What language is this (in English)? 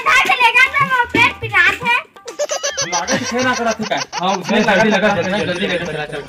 Chhattisgarhi